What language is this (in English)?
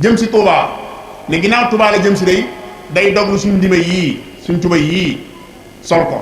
Wolof